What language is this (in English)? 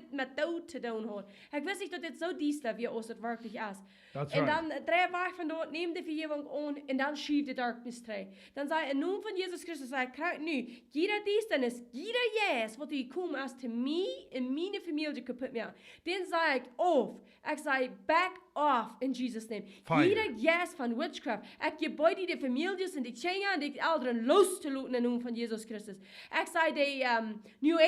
Plautdietsch